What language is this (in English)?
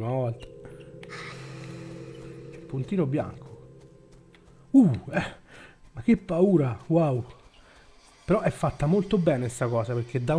Italian